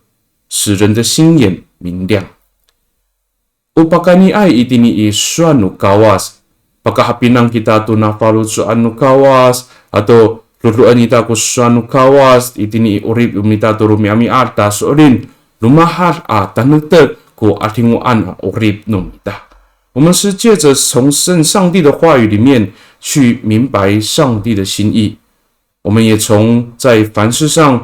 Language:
Amis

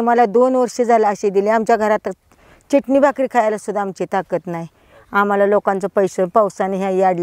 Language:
Marathi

